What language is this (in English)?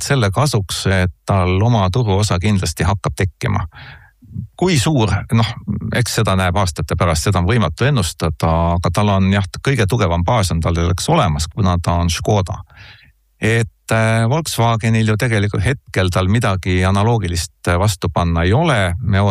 Estonian